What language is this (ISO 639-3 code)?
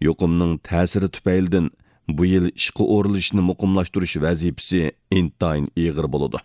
uig